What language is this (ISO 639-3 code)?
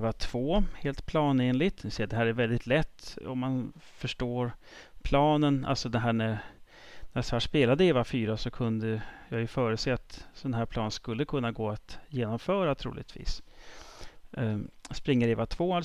swe